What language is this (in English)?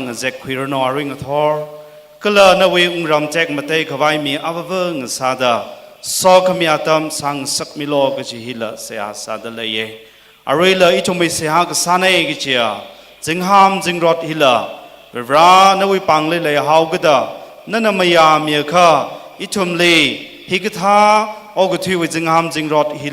Tangkhul Naga (India)